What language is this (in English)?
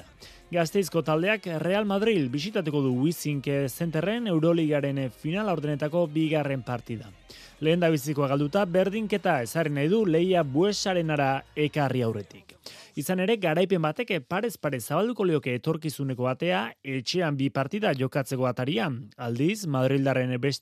Basque